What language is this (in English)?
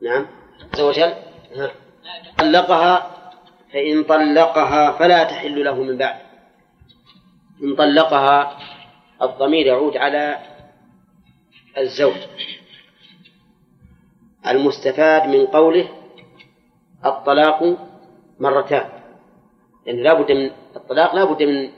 Arabic